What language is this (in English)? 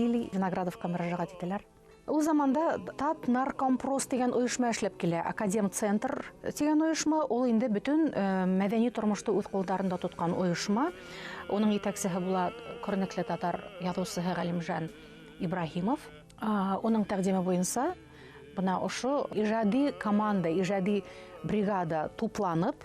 Bashkir